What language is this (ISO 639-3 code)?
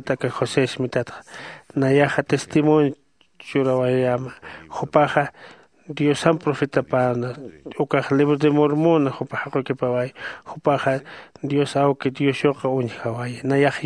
aym